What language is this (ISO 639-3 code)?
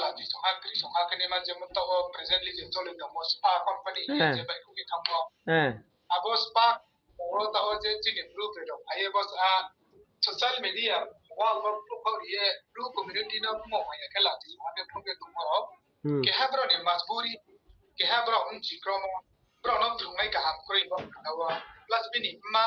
ria